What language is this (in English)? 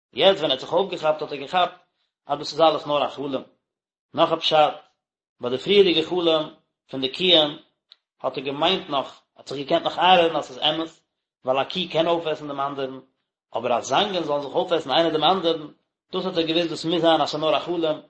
Yiddish